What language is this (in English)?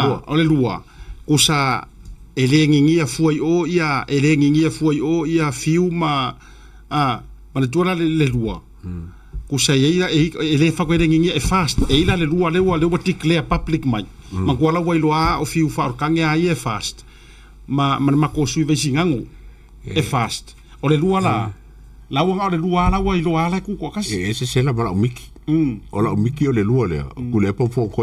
Samoan